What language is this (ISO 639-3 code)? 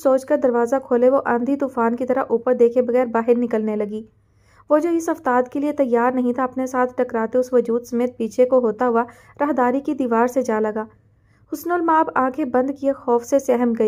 urd